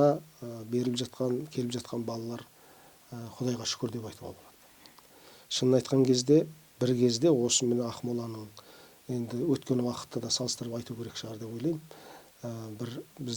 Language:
Kazakh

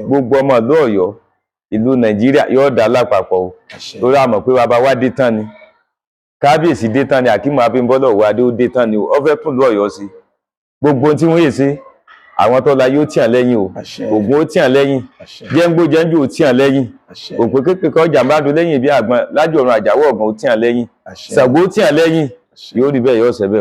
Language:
Yoruba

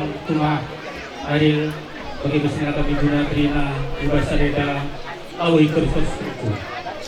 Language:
Batak Karo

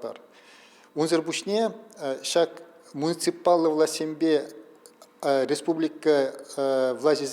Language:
Chuvash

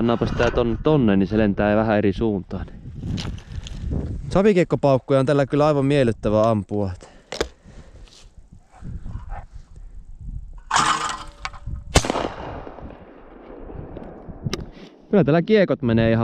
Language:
Finnish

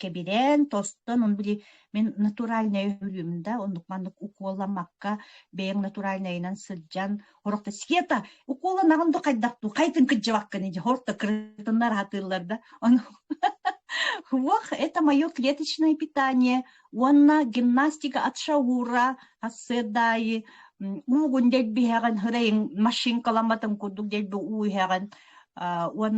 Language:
Yakut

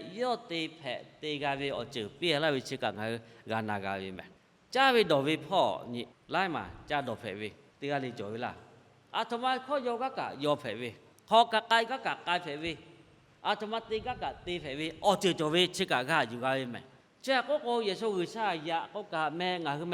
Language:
Lahu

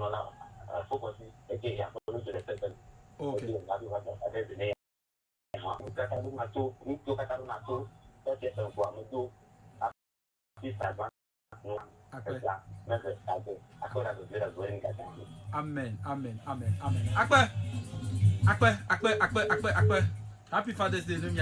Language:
Ewe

